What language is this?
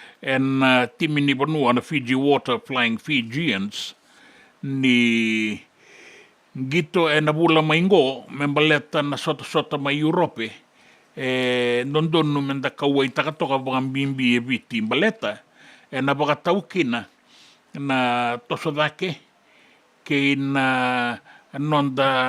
Fijian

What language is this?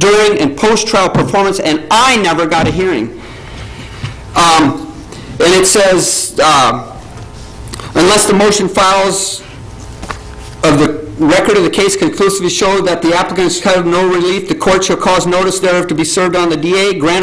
English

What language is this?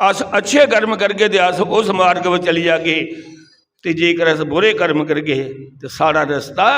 Dogri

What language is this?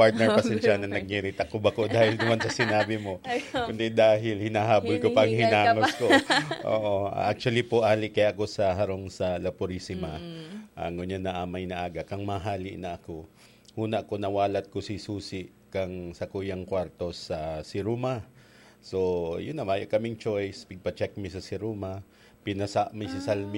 Bikol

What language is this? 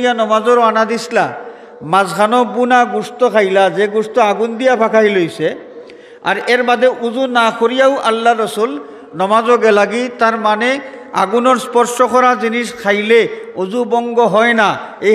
Sylheti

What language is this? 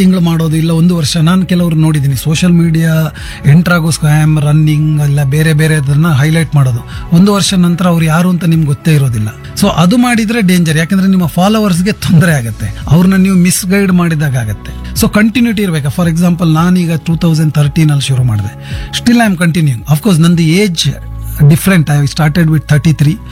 Kannada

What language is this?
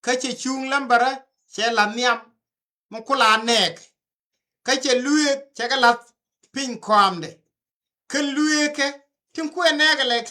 Nuer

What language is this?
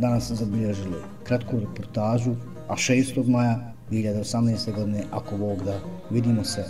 Bosnian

